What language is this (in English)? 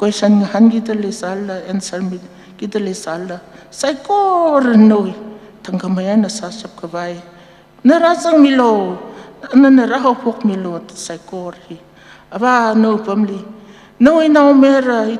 Tangkhul Naga (India)